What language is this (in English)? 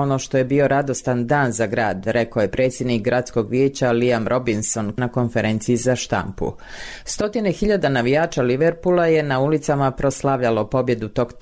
Bosnian